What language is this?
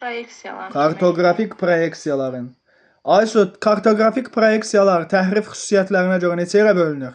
Azerbaijani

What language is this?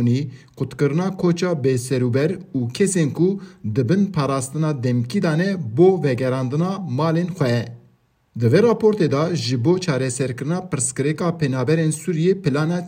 Kurdish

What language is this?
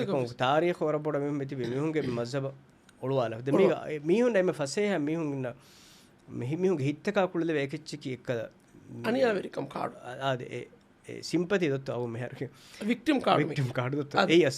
Divehi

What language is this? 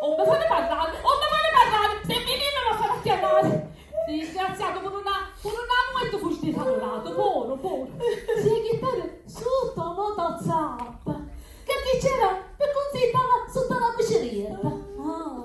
Sicilian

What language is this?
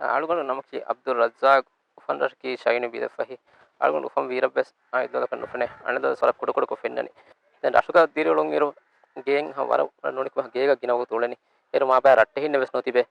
Divehi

